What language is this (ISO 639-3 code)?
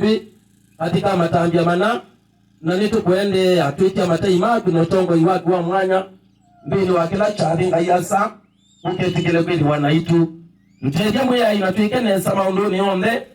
kam